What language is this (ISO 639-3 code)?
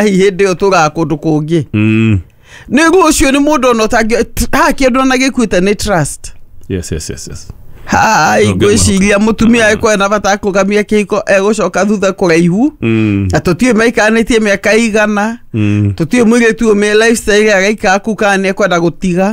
kik